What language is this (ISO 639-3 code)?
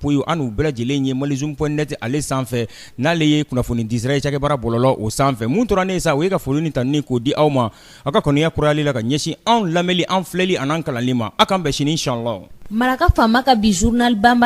bam